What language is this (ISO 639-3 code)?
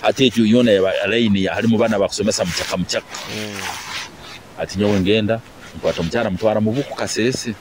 nyo